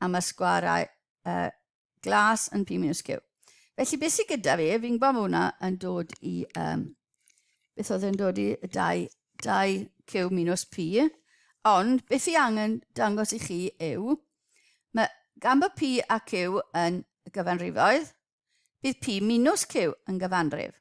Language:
Welsh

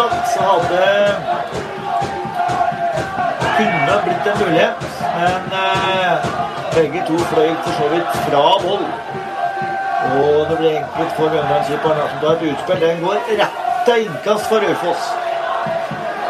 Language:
Norwegian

